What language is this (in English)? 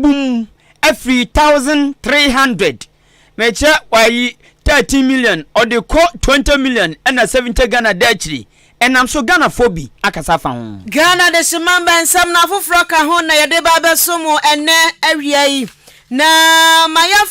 Akan